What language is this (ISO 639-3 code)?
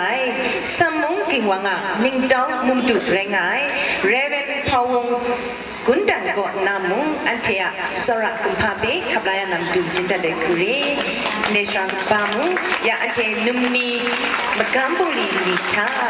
kac